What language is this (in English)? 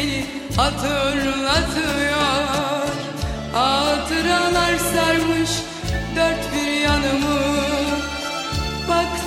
Turkish